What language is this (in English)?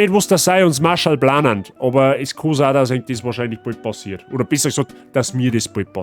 Bavarian